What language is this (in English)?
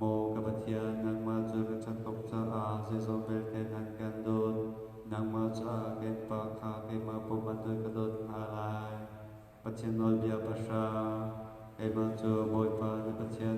Hakha Chin